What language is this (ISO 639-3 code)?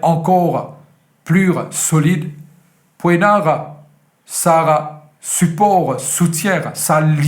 mfe